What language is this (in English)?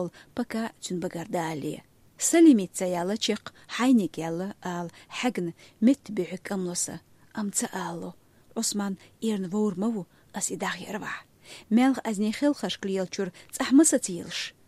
Chechen